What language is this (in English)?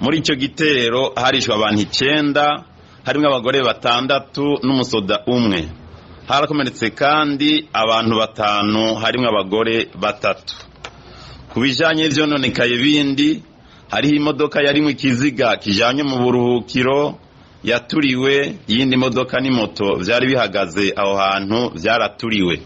Rundi